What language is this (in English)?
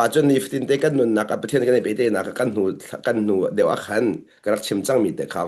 Hakha Chin